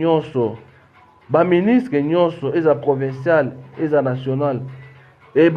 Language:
Lingala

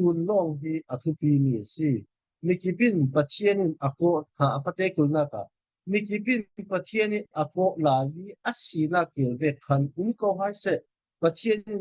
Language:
Falam Chin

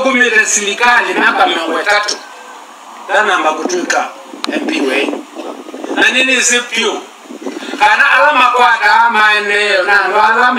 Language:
Kamba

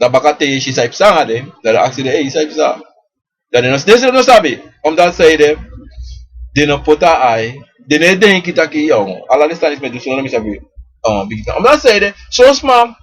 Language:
Sranan Tongo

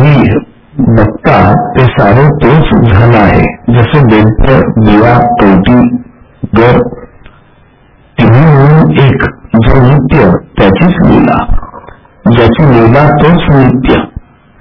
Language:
Marathi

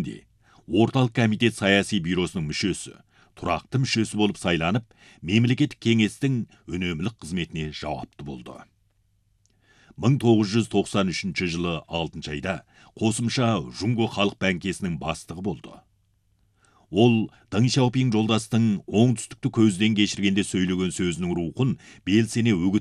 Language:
Kazakh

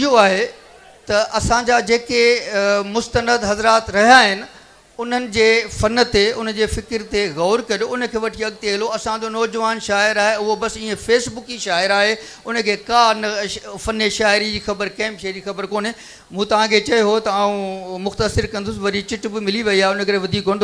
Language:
Sindhi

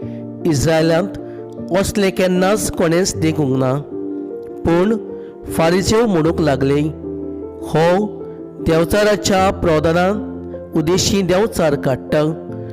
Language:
Konkani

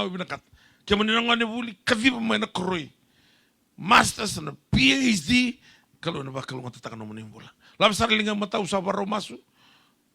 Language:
Fijian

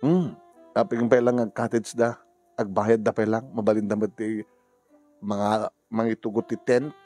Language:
Iloko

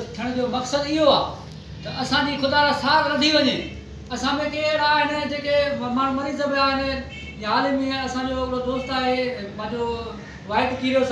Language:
Sindhi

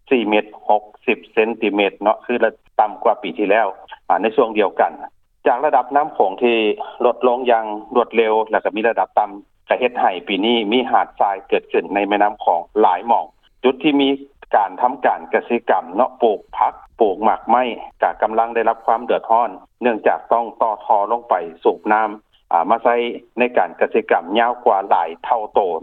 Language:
Lao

